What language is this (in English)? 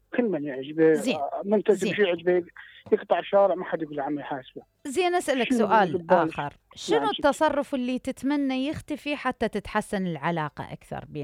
Mesopotamian Arabic